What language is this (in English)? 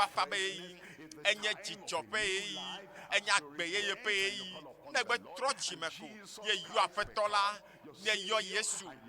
Ewe